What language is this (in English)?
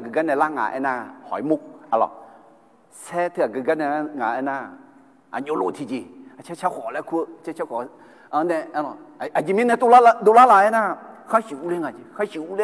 Akha